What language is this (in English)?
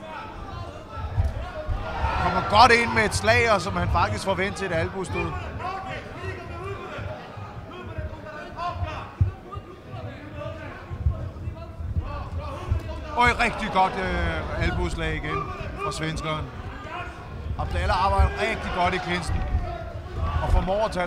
Danish